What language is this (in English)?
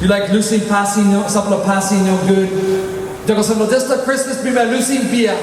Tok Pisin